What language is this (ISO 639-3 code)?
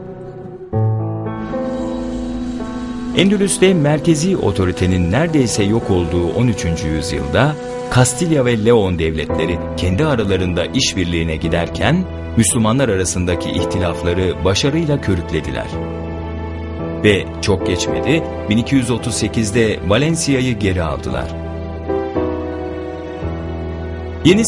tur